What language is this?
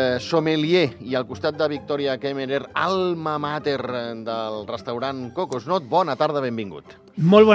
Catalan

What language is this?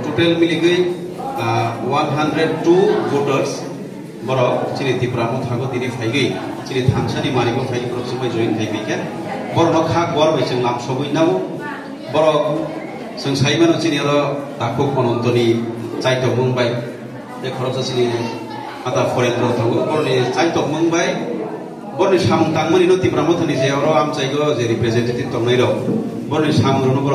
Kok Borok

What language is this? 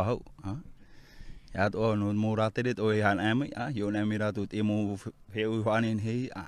Tahitian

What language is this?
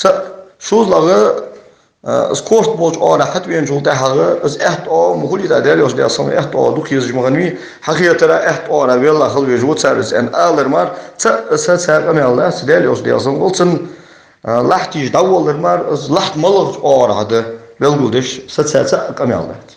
Ingush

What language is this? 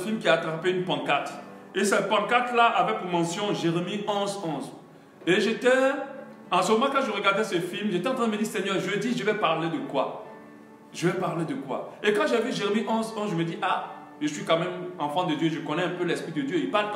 French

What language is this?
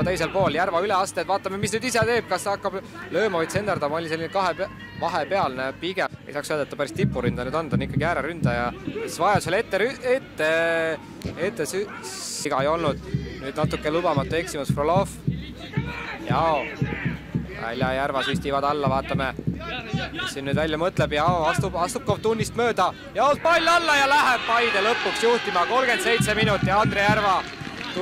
Estonian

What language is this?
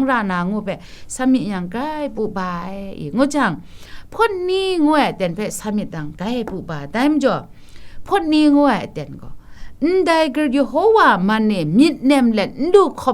Kachin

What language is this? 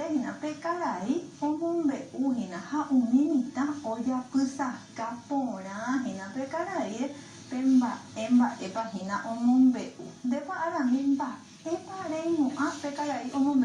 Guarani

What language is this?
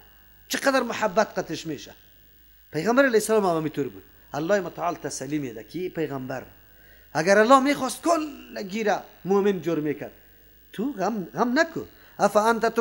Persian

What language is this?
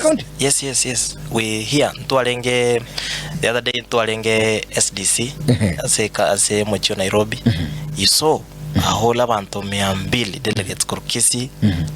Gusii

